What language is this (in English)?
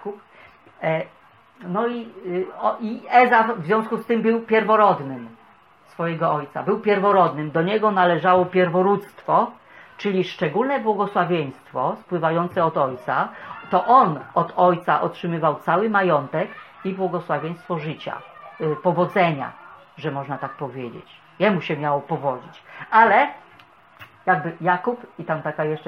Polish